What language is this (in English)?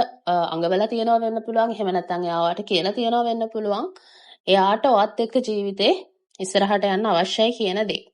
Sinhala